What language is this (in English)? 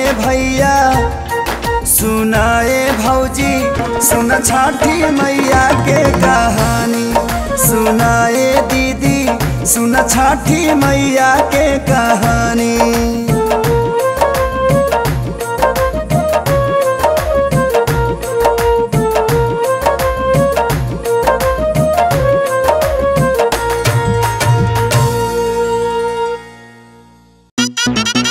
Bhojpuri